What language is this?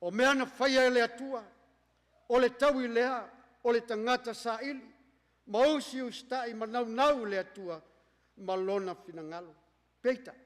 Samoan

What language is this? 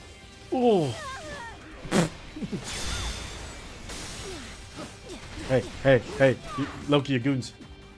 English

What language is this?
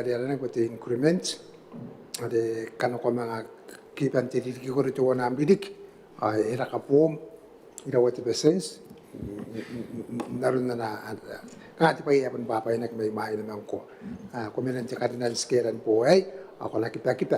Gilbertese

